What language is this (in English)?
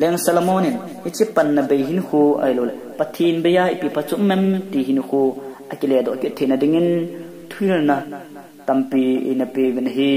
Thado Chin